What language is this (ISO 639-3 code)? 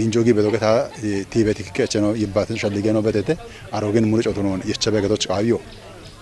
kbr